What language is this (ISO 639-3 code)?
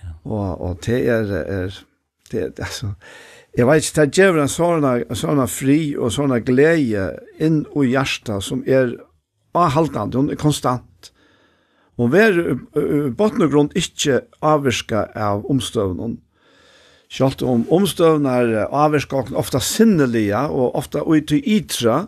fao